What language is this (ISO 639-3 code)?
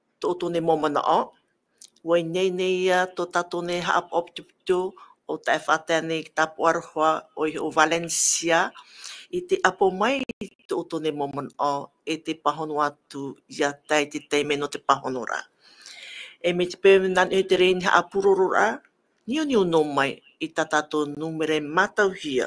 tah